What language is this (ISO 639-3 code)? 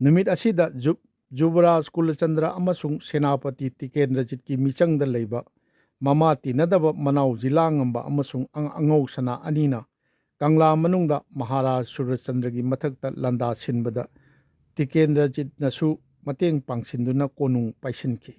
mni